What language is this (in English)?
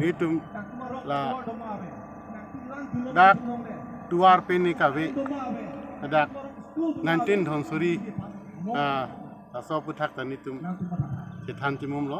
Karbi